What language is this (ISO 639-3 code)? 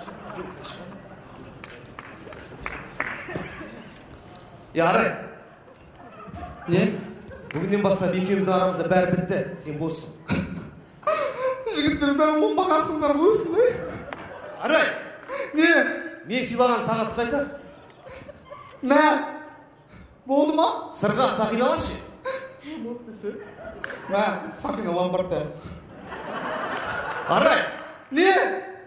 kaz